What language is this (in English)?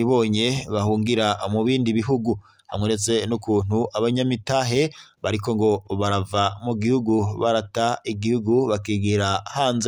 Rundi